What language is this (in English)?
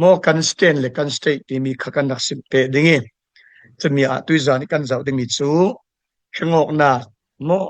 Falam Chin